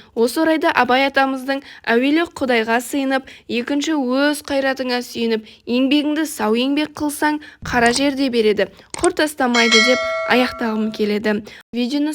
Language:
Kazakh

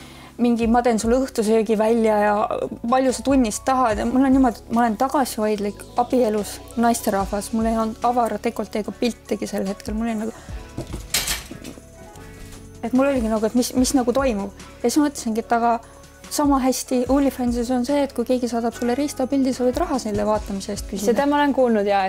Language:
Estonian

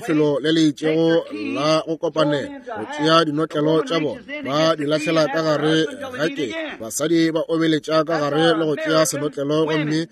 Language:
Northern Sotho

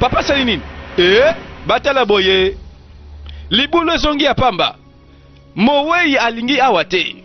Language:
Lingala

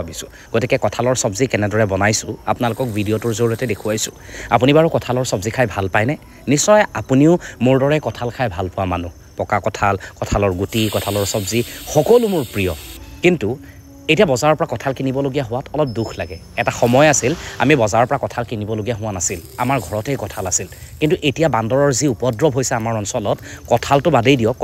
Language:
Assamese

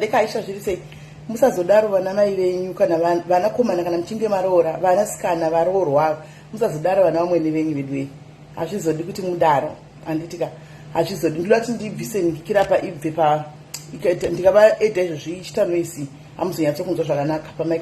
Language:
Shona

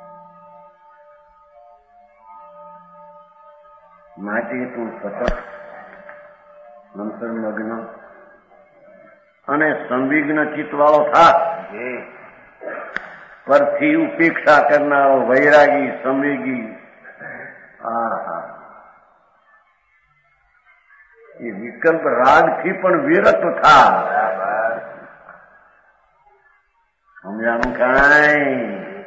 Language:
Gujarati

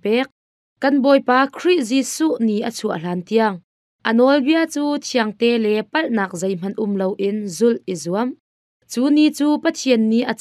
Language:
Hakha Chin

